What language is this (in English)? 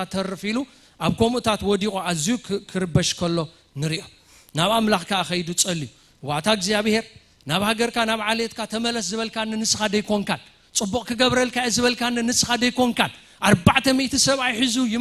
Tigrinya